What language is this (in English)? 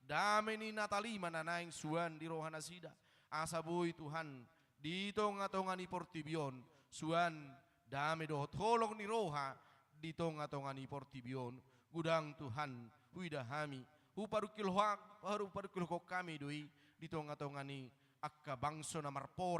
Batak Toba